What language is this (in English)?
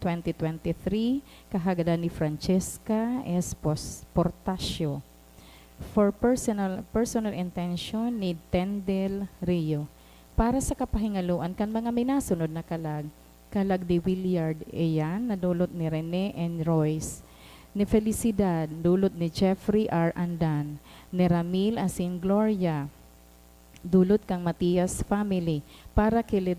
Bikol